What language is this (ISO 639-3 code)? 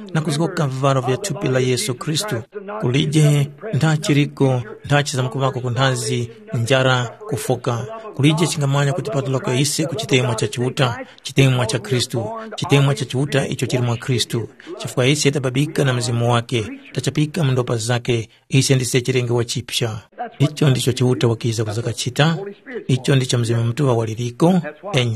tum